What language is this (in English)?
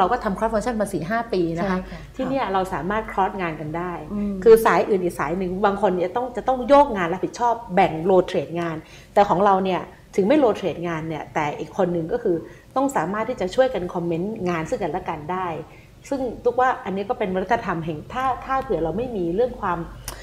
Thai